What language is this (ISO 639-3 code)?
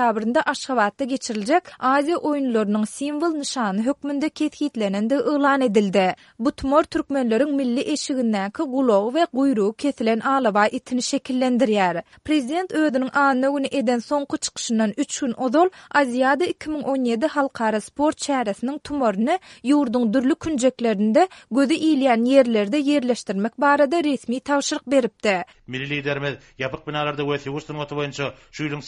tuk